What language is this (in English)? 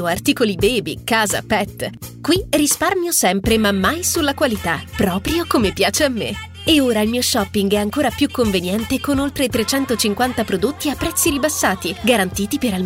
Italian